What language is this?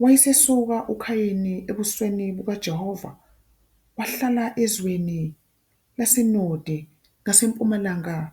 Zulu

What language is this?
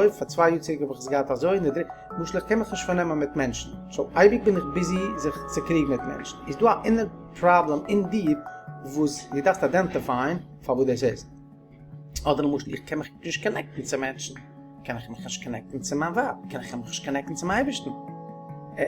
Yiddish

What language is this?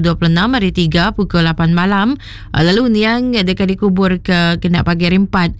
Iban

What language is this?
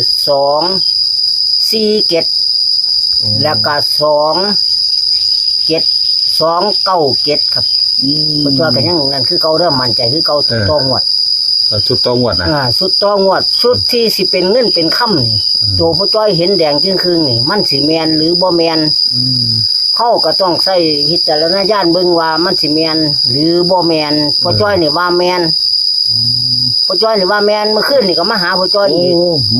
Northeastern Thai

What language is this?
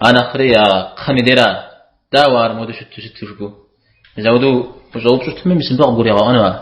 Kabardian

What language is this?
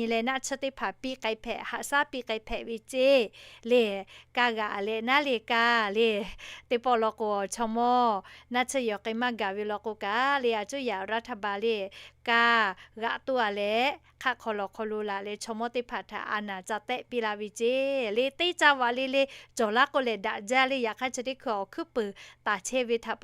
Lahu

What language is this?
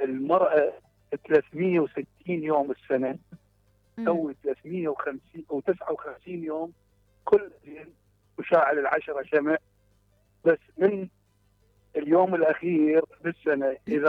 Mesopotamian Arabic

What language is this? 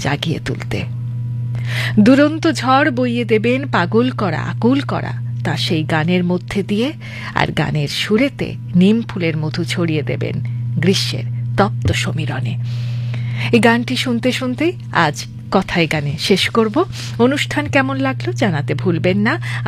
Bangla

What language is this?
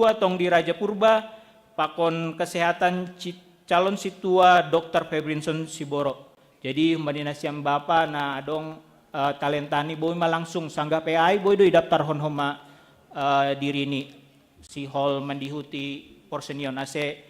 Batak Simalungun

